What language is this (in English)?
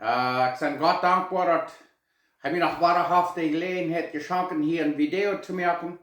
Plautdietsch